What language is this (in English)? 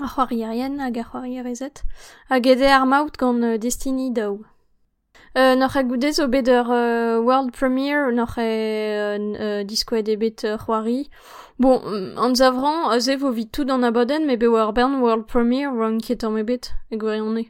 Breton